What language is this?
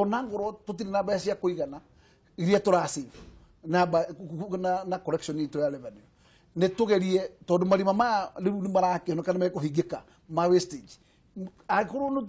Kikuyu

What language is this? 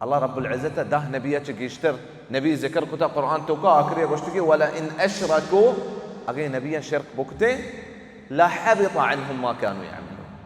Baluchi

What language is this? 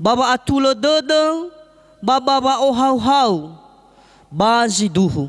Nias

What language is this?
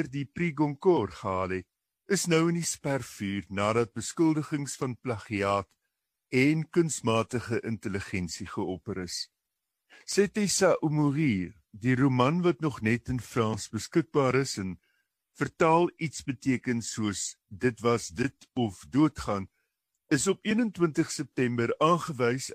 Afrikaans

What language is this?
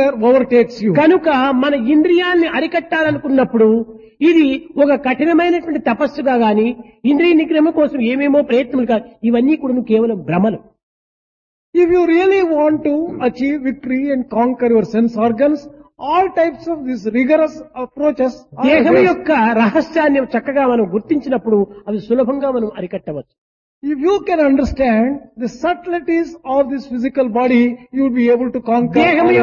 Telugu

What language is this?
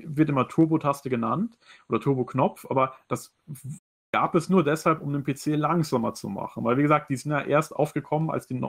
German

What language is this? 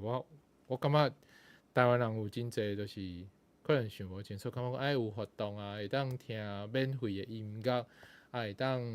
Min Nan Chinese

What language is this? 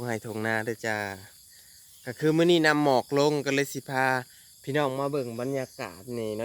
Lao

